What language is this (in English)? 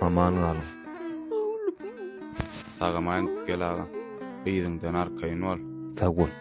Turkmen